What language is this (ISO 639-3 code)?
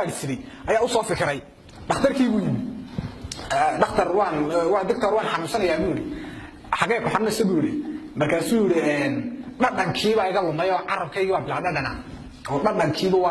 som